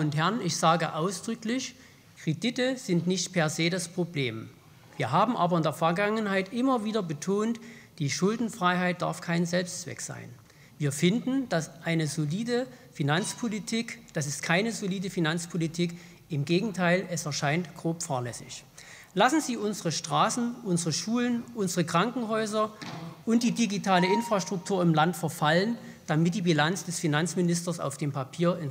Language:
German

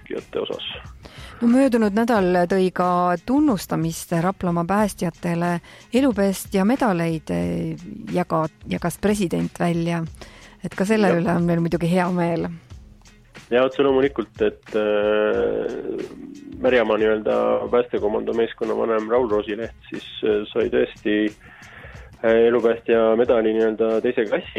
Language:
Estonian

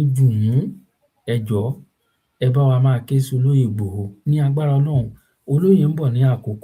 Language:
Yoruba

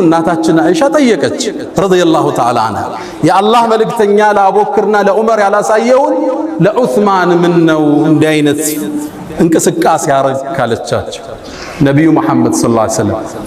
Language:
Amharic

